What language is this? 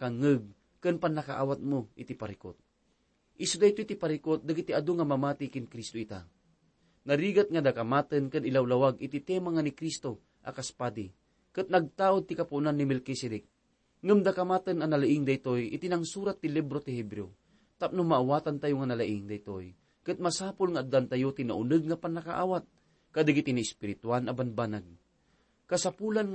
Iloko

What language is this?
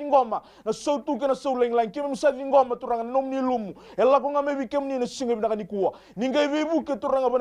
Fijian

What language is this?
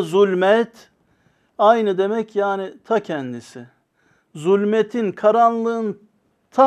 Turkish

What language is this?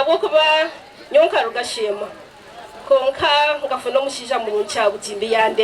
Nyankole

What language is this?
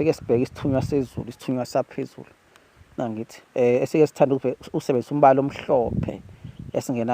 Zulu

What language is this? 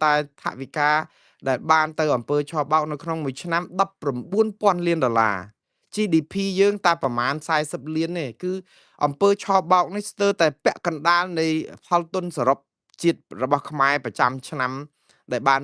Khmer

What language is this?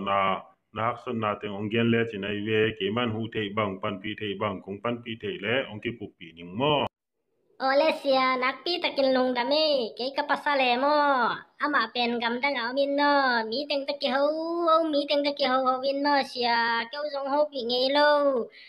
Tedim Chin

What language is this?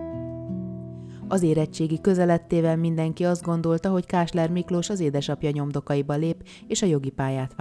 Hungarian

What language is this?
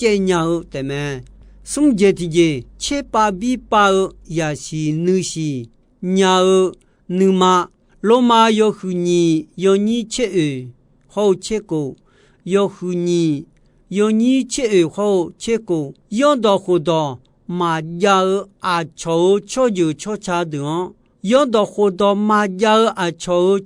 Akha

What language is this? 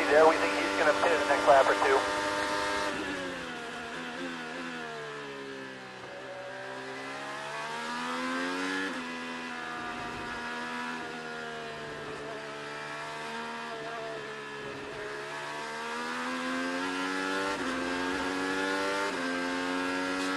English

